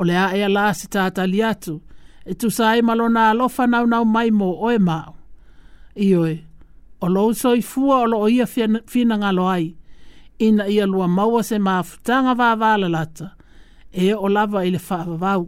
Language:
Samoan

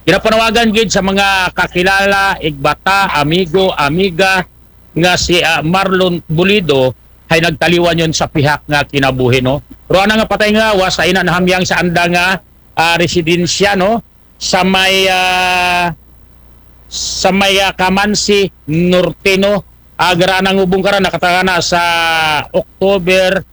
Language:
Aklanon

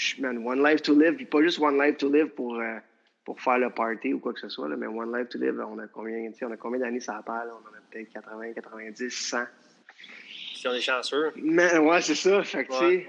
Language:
French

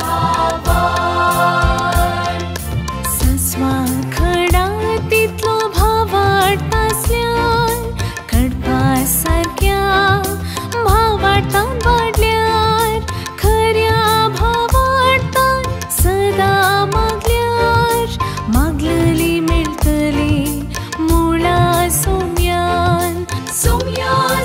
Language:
Konkani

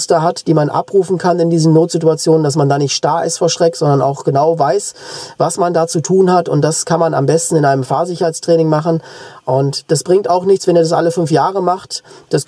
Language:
German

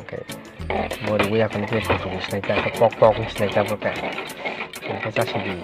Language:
Kok Borok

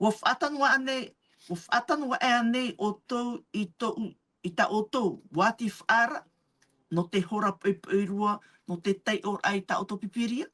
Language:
Tahitian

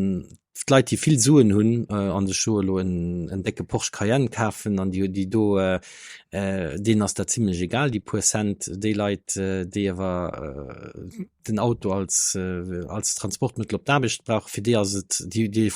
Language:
Luxembourgish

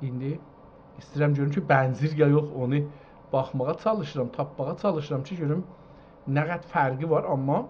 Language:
South Azerbaijani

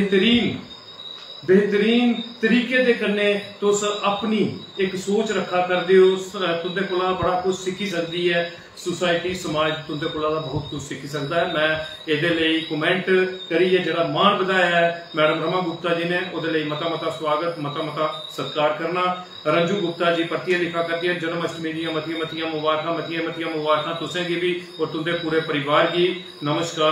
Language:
Dogri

